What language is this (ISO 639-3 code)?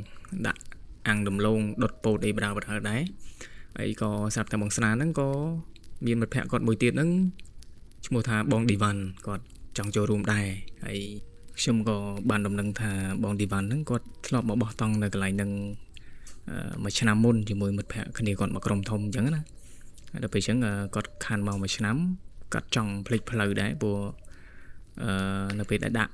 khm